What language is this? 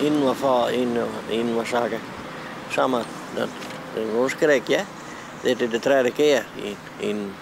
Western Frisian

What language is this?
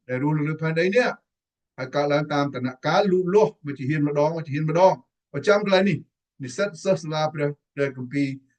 Khmer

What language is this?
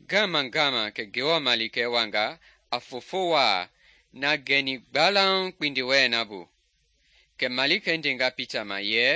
Mende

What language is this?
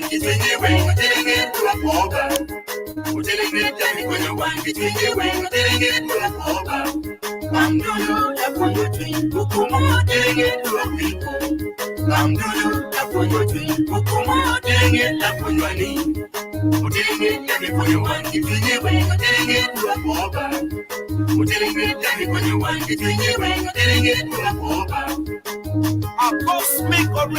Acoli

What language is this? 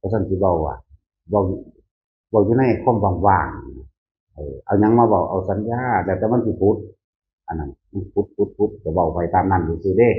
Northeastern Thai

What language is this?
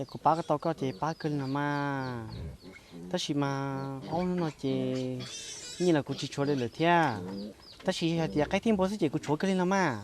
Hmong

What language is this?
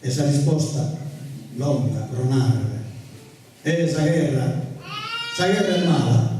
Sardinian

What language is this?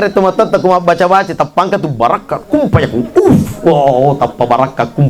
Buginese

